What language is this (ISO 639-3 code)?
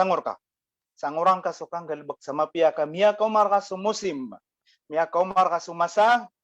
mrw